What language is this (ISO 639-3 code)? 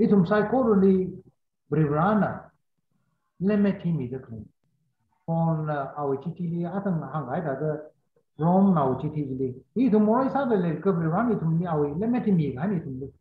nmf